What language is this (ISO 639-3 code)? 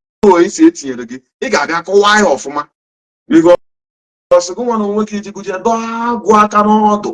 ibo